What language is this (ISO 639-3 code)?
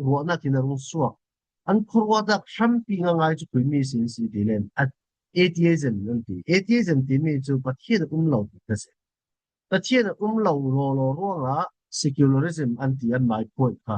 cfm